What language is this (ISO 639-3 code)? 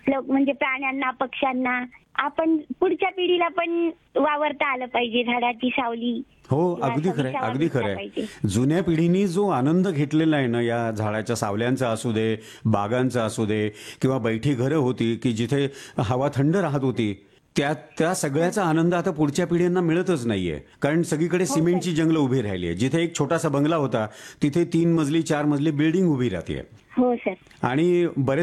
mar